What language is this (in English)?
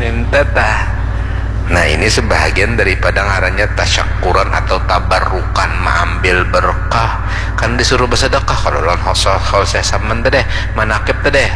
Banjar